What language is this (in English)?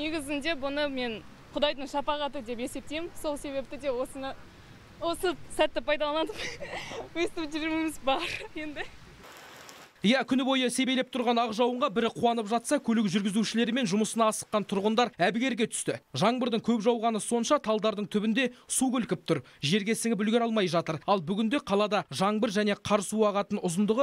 Kazakh